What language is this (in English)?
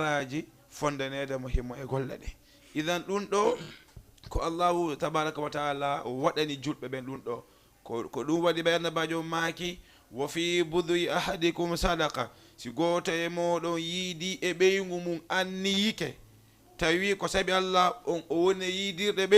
Fula